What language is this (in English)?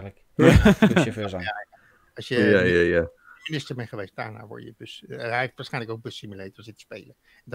Dutch